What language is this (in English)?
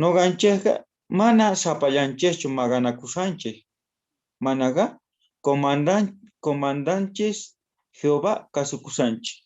South Bolivian Quechua